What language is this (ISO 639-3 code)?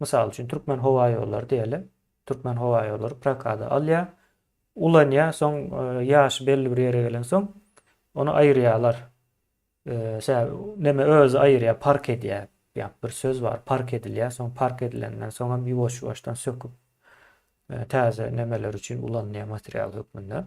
tuk